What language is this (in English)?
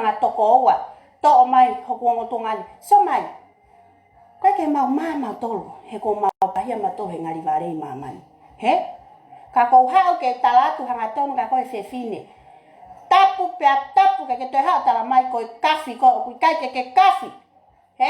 Tongan